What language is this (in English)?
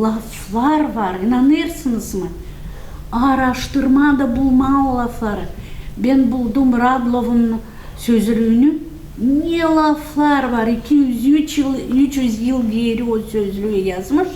Gagauz